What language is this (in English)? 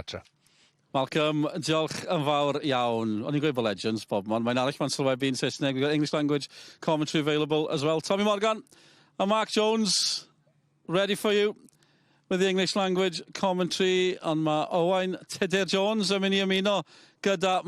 Welsh